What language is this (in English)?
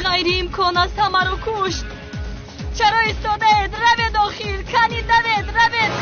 Tajik